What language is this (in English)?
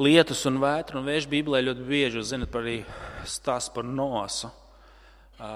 Latvian